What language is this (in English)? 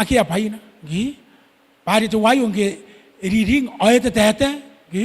Gilbertese